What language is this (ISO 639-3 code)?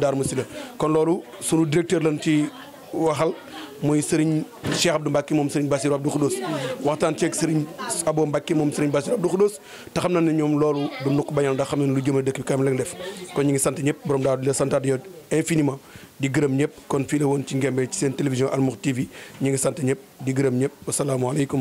wol